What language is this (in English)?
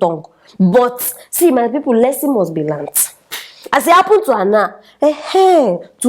Nigerian Pidgin